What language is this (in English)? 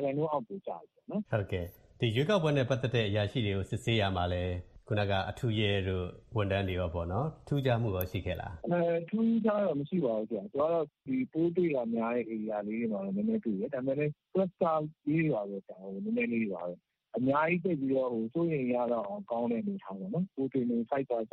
Burmese